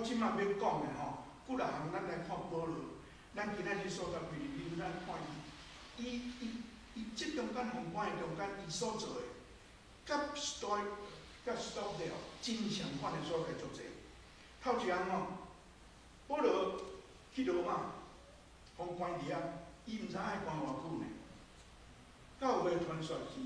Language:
Min Nan Chinese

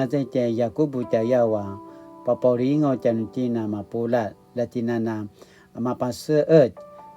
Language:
Paiwan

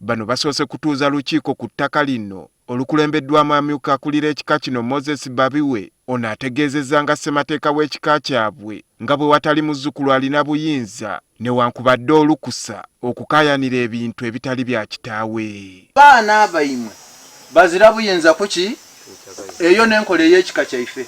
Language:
Ganda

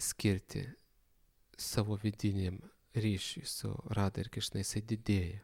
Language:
Lithuanian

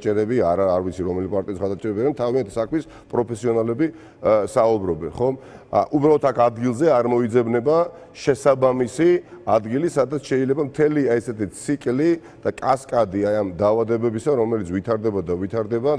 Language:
Georgian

